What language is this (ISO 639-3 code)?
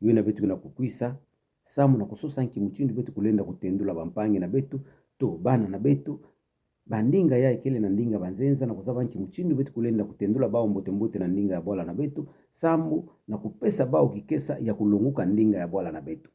ktu